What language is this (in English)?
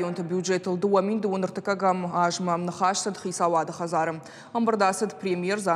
Ossetic